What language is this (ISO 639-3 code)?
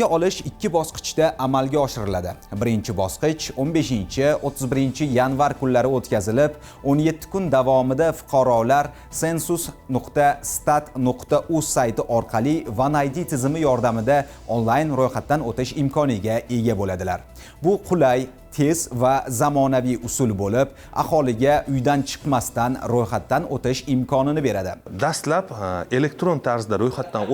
uzb